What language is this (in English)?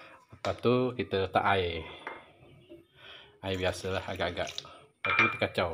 Malay